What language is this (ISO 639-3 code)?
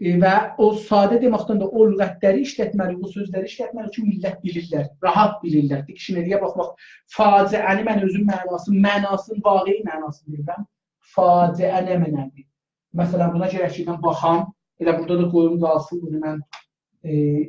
azb